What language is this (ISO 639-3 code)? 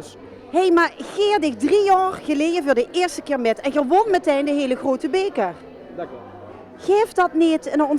lim